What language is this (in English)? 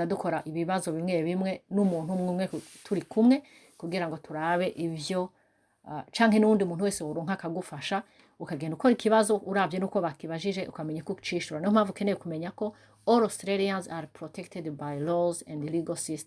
Rundi